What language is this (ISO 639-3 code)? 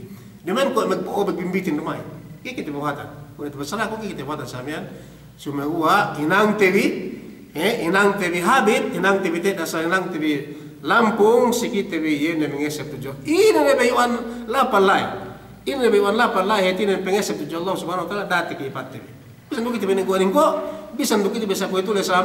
yka